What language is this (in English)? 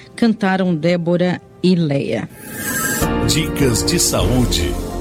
Portuguese